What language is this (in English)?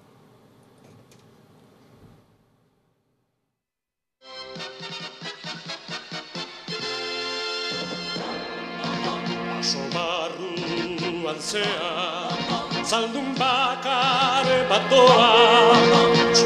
Basque